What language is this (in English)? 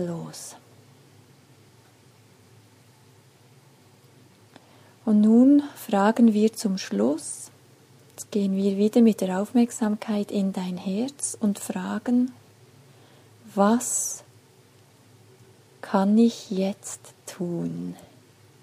German